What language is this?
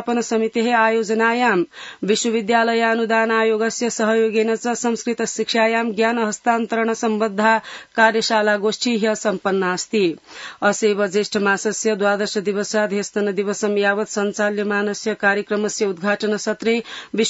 Sanskrit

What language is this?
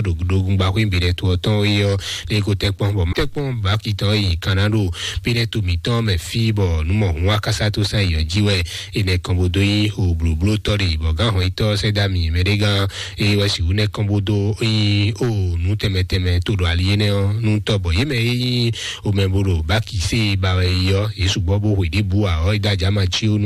Fon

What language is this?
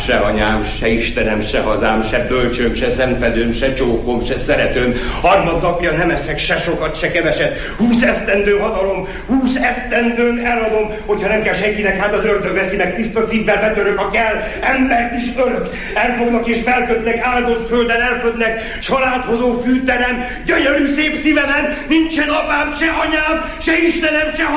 Hungarian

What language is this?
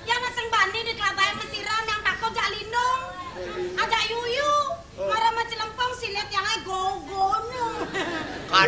Balinese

